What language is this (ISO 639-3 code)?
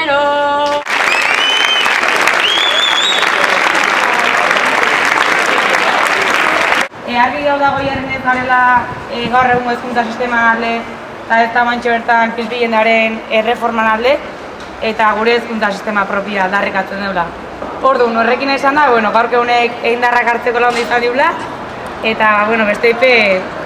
eus